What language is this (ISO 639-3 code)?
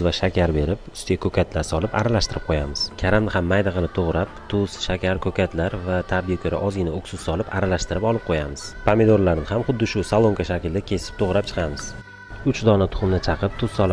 uzb